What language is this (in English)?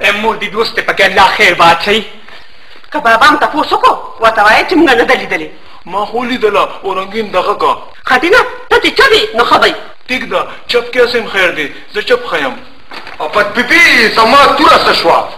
Pashto